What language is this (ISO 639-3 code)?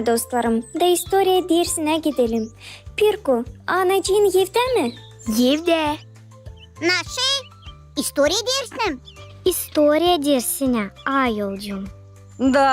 gag